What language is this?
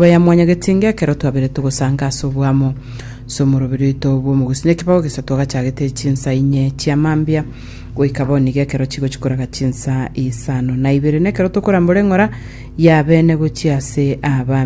Gusii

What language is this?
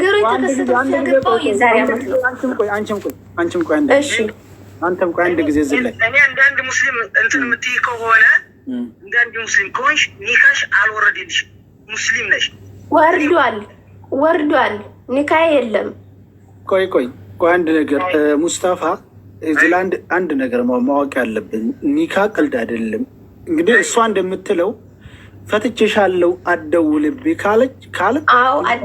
Amharic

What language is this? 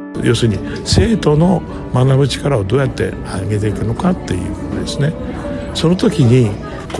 Japanese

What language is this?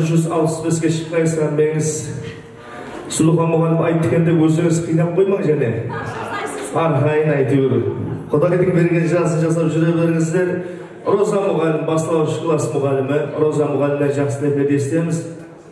Kara-Kalpak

